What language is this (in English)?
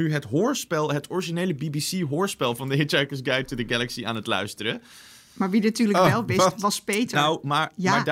Dutch